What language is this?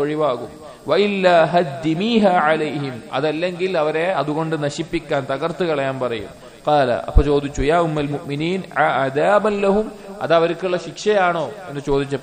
Malayalam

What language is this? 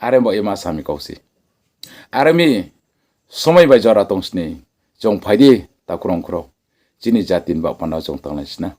Riang (India)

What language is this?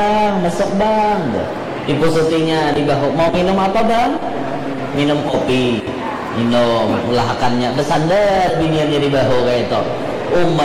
Banjar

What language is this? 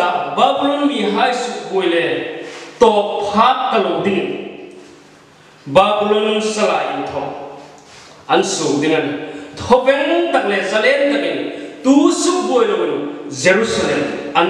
Hmar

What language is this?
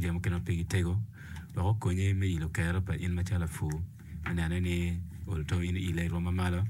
Acoli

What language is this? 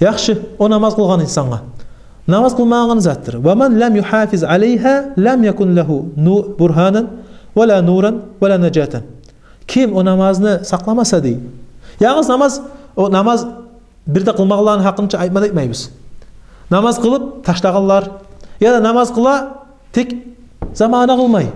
Kumyk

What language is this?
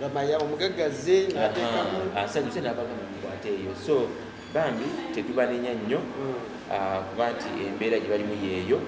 Ganda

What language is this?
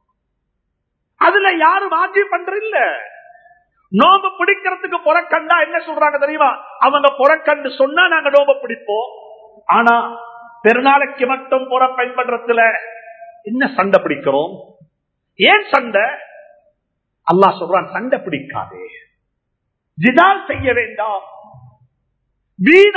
Tamil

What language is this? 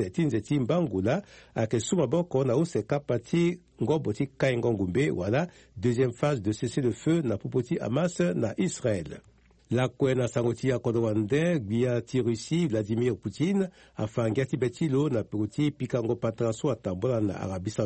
Sango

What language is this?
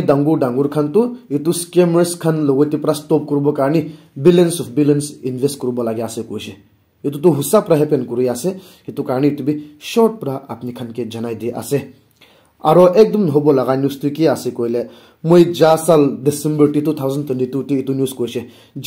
Naga Pidgin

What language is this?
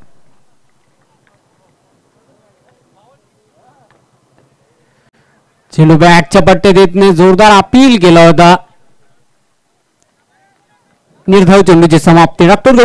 Marathi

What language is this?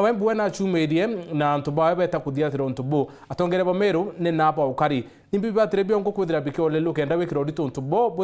Meru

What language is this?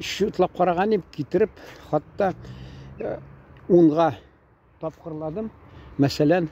Tatar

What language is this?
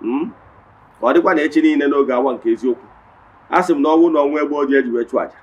Igbo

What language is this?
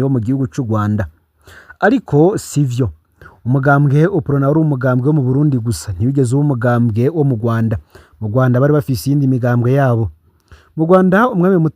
Rundi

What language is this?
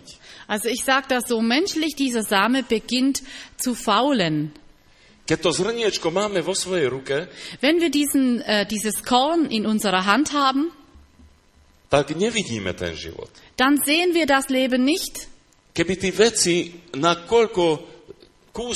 Slovak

